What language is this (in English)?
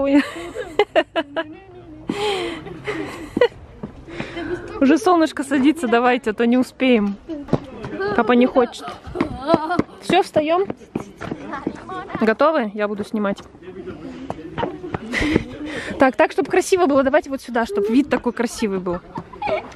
Russian